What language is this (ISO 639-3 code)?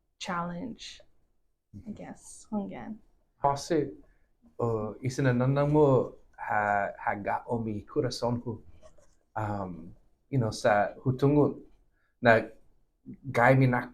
cha